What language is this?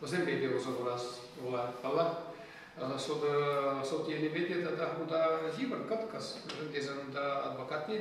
Chuvash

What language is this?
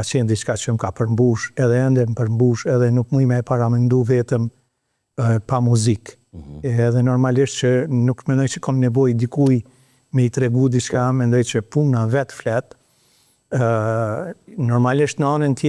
Albanian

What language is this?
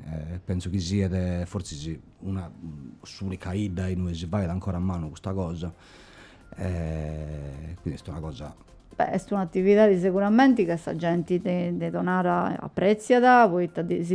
Sardinian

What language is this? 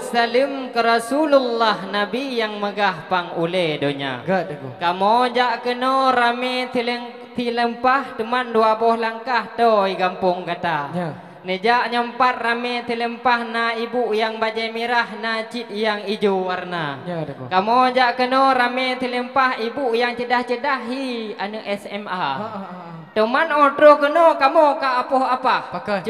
Achinese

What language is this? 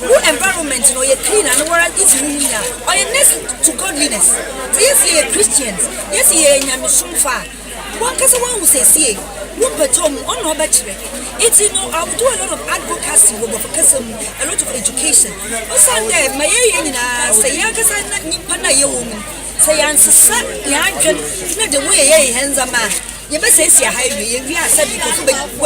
Akan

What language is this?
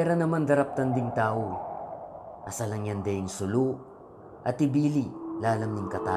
Pampanga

